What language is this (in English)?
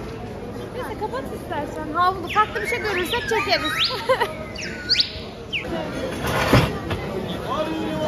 Turkish